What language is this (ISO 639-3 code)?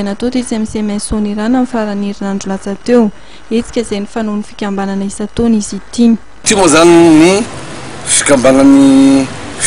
mlg